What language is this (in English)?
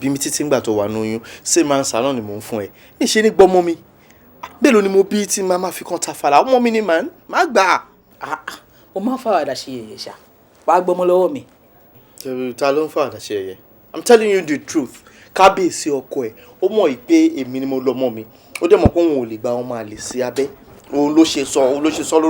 Yoruba